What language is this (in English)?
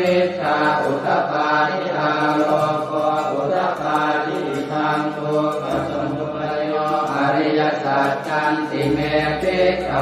Pali